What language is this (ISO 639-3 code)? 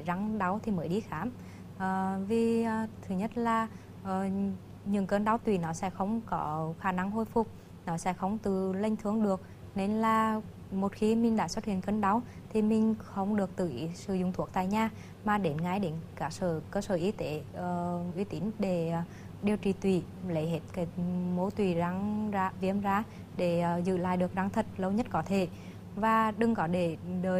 vie